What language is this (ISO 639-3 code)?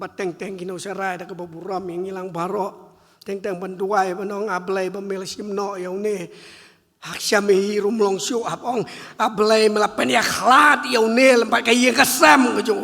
kha